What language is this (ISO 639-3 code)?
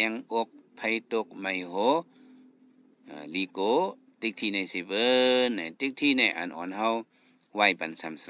shn